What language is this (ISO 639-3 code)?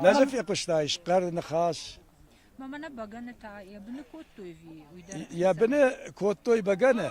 oss